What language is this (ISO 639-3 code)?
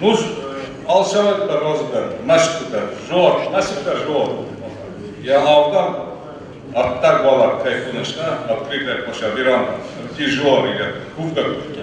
oss